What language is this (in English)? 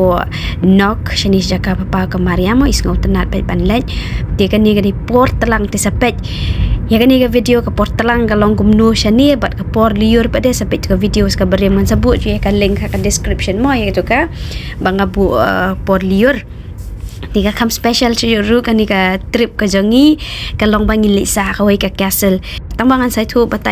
Khasi